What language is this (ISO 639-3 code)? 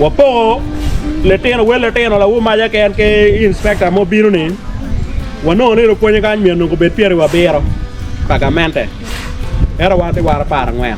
ach